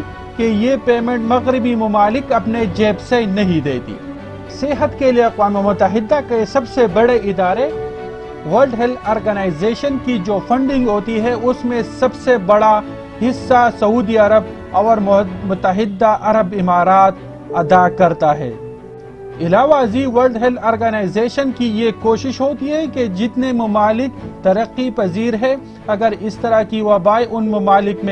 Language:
Urdu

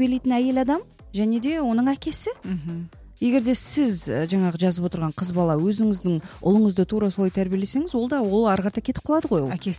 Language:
Kazakh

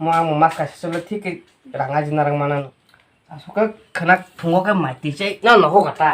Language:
Kok Borok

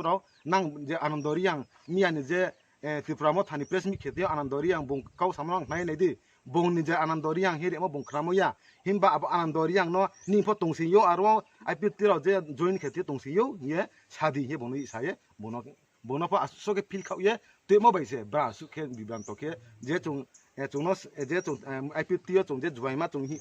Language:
Riang (India)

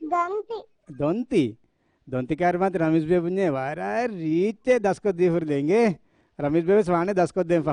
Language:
Divehi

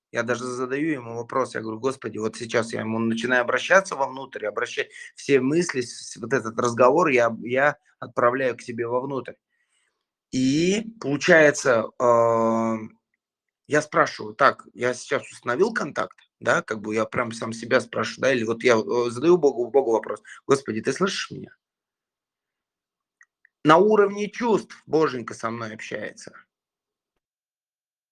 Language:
Russian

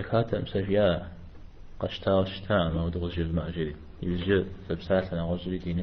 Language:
Kabardian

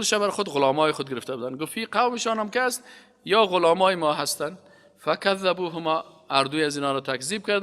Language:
Persian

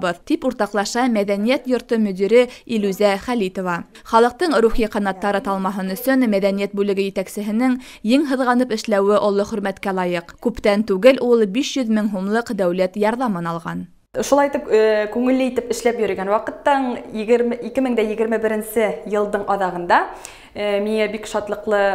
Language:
Bashkir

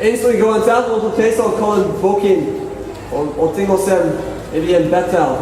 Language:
Tok Pisin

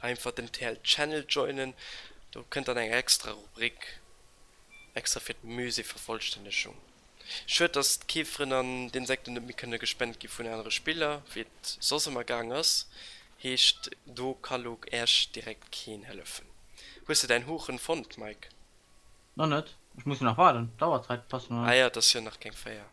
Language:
Luxembourgish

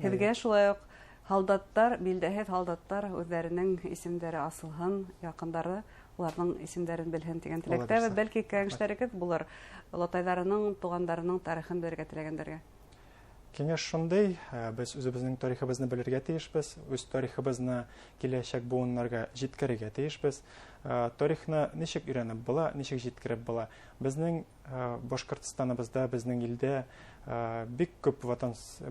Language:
Bashkir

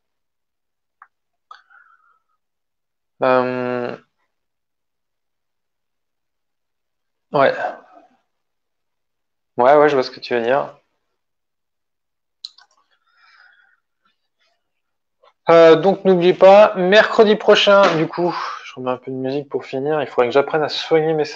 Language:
French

